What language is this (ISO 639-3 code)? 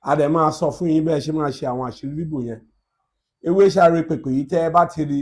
yor